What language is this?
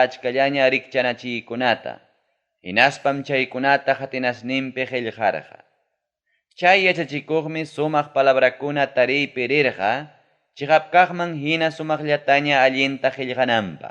Ayacucho Quechua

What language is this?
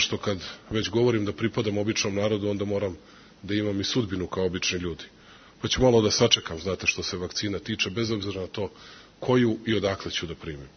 Serbian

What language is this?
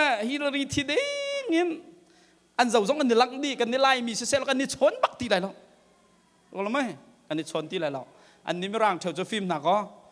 Hakha Chin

